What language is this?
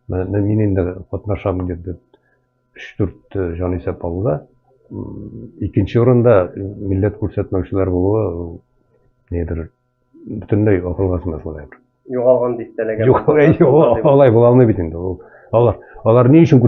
Tatar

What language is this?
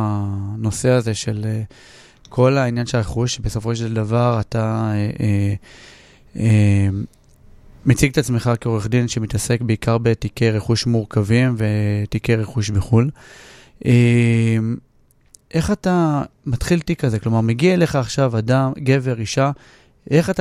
Hebrew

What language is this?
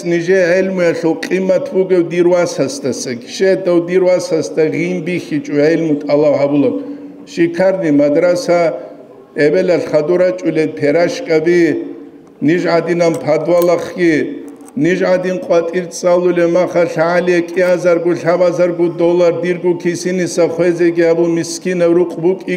Avaric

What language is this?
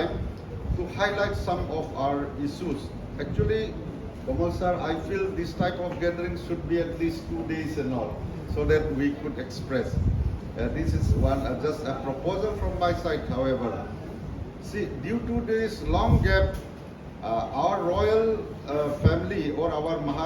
Kok Borok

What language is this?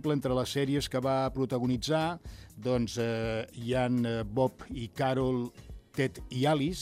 Catalan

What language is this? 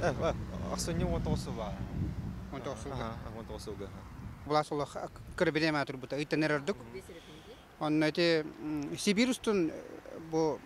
Yakut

